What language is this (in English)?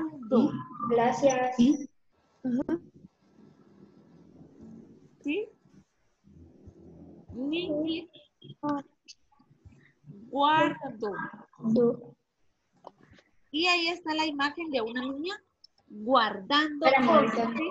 Spanish